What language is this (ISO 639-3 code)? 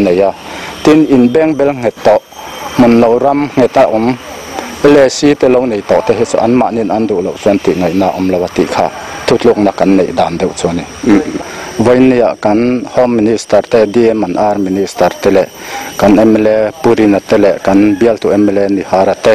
lus